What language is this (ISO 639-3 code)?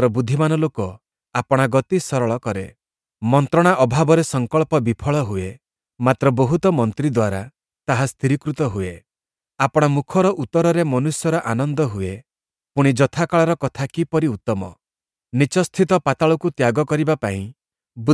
ori